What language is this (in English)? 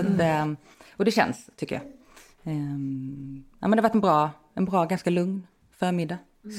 Swedish